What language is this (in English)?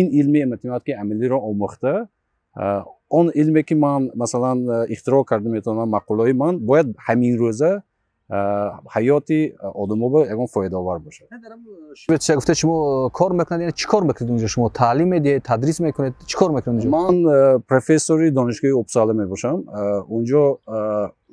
Tajik